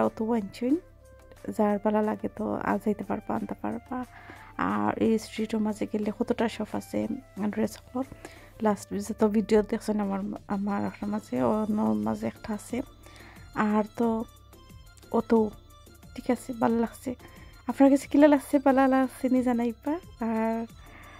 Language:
Sylheti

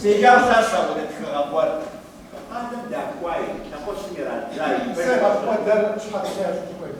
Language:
Kabardian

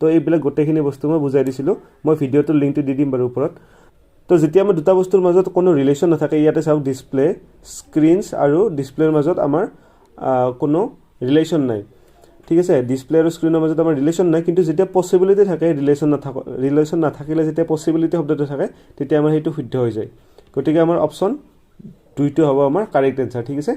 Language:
Assamese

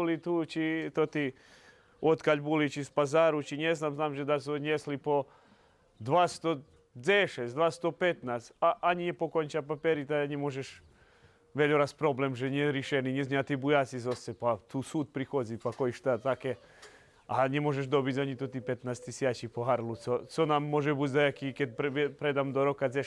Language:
Rusyn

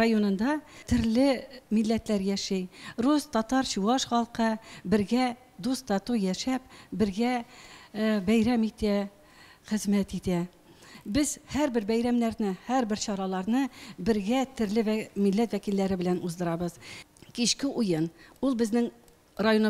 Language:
Tatar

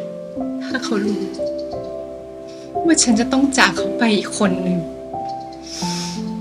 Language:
Thai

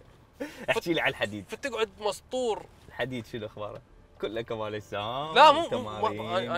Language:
Mesopotamian Arabic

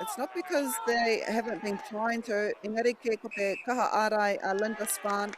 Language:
Māori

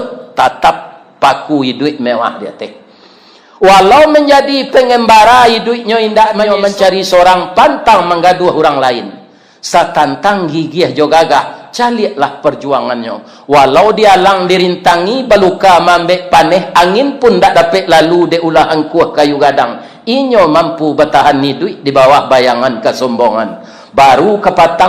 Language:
Minangkabau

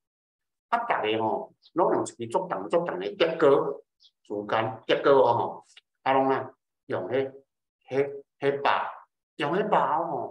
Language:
Min Nan Chinese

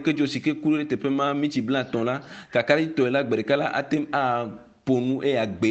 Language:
Ewe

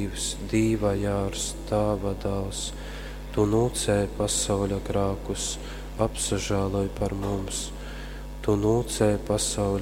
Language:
Latgalian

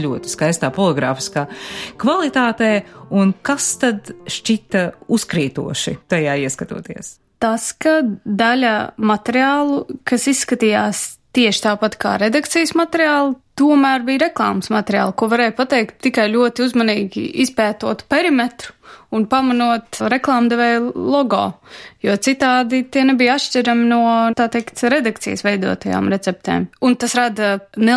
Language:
Latvian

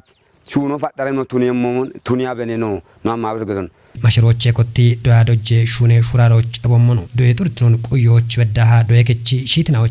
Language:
Kafa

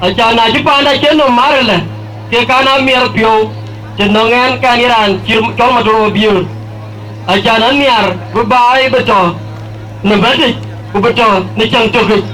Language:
Dinka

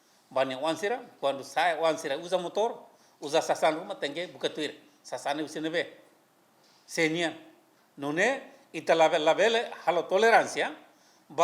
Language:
Tetum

